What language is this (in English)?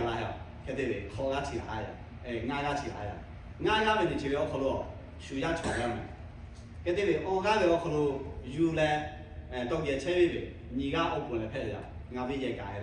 Lahu